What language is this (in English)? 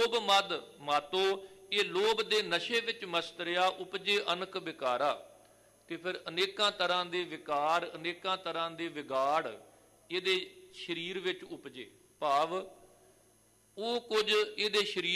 Punjabi